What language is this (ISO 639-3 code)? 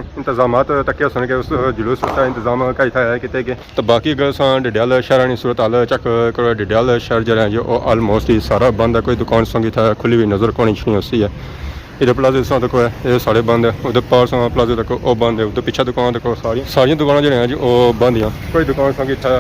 phr